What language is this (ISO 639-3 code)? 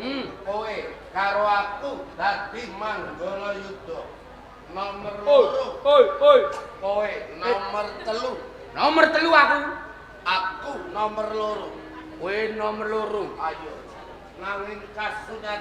jav